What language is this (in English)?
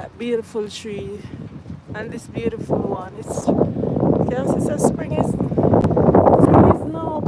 Jamaican Creole English